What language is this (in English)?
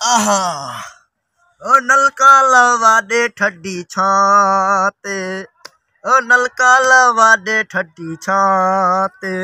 Saraiki